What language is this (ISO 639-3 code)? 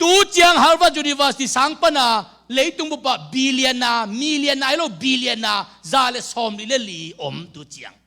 ctd